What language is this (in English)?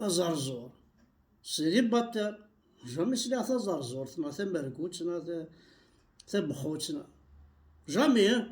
Kabyle